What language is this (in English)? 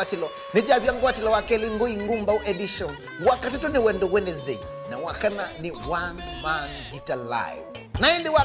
Kamba